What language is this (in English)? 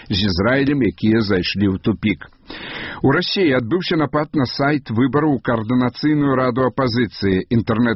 Belarusian